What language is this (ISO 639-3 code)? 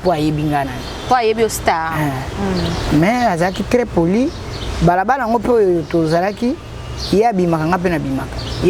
lin